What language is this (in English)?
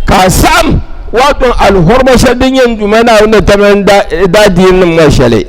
Dagbani